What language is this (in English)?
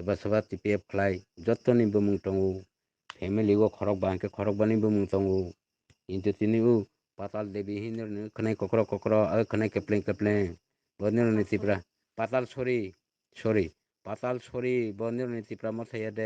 Kok Borok